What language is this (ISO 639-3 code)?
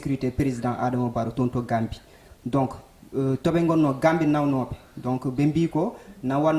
ful